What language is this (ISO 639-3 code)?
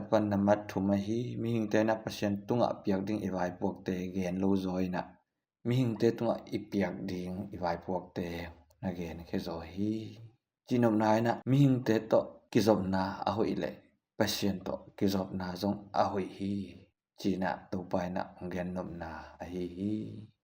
ctd